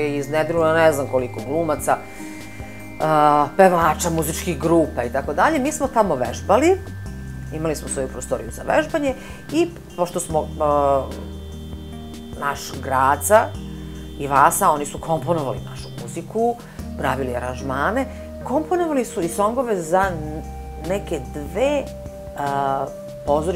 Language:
Serbian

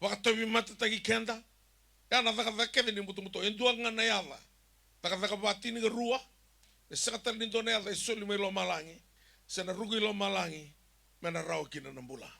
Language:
Fijian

